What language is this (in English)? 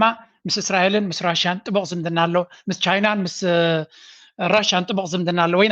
Tigrinya